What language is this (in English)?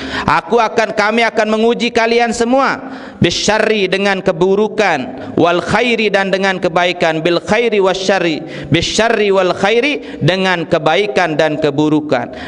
Sasak